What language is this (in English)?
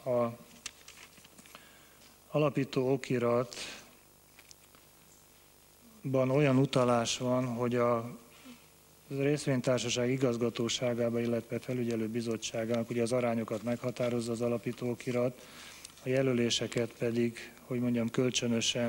Hungarian